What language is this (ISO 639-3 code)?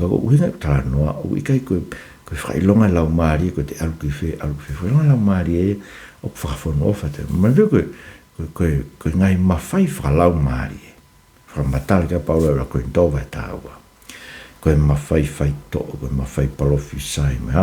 ton